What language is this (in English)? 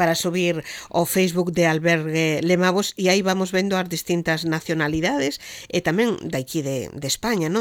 Galician